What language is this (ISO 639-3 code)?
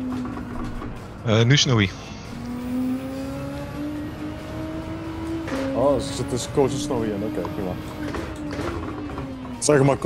nld